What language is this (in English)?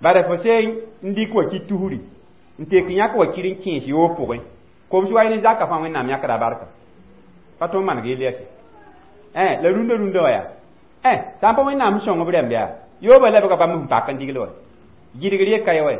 Mossi